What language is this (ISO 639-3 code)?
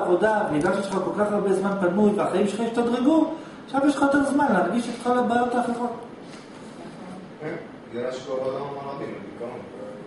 heb